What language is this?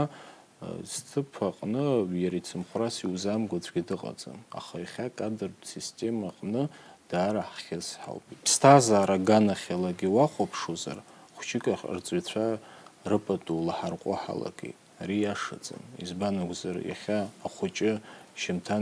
Abkhazian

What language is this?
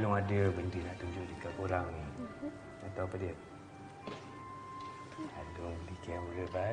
Malay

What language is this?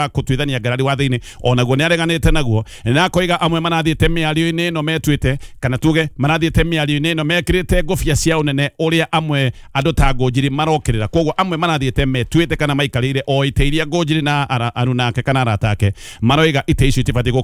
Kikuyu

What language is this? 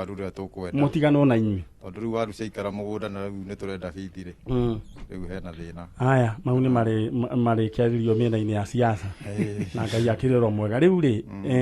Kikuyu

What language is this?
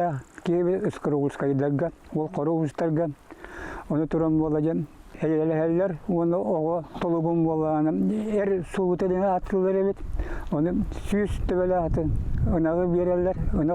Yakut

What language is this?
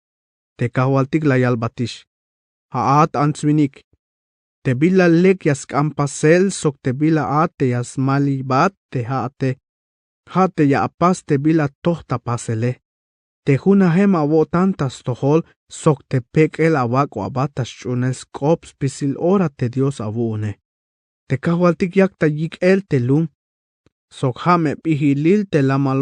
Tzeltal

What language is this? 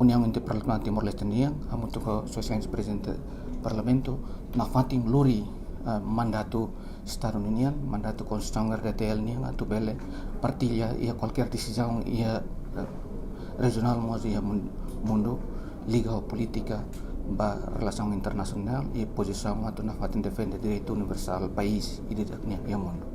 Tetum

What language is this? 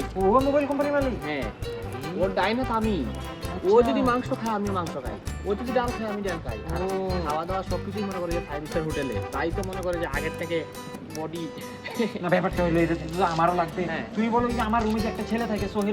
Sylheti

